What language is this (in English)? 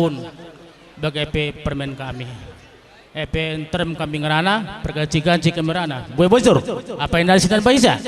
Batak Karo